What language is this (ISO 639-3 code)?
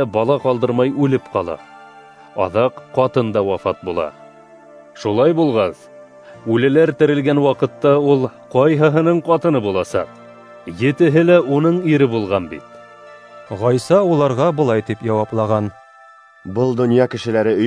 bak